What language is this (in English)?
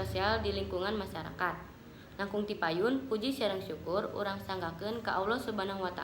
Sundanese